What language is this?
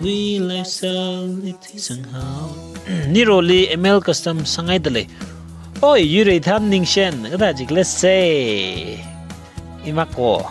Tangkhul Naga (India)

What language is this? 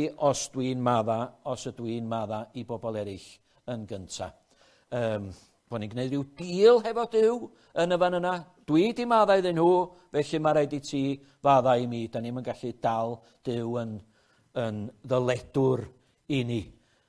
Welsh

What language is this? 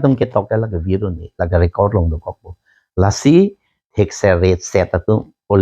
Karbi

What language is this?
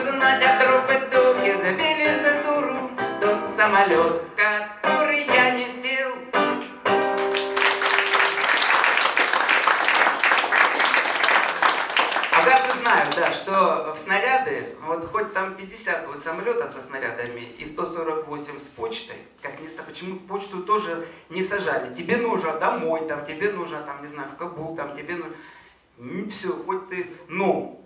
Russian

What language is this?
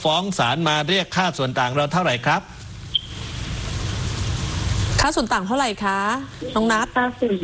Thai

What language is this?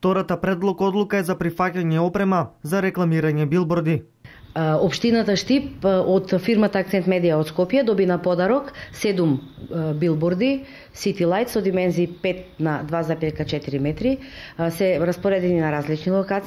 Macedonian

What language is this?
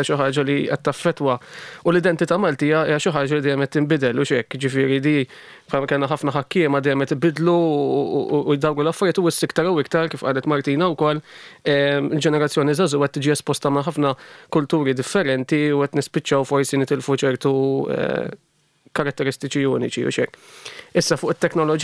Maltese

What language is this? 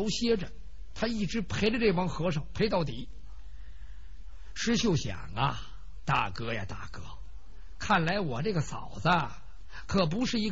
Chinese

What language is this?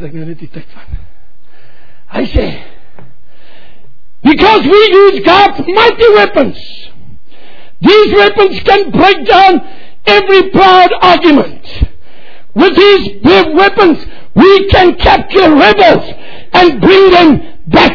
Afrikaans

